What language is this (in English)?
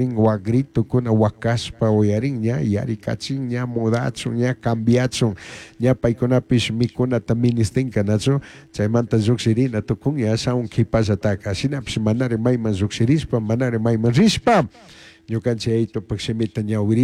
Chimborazo Highland Quichua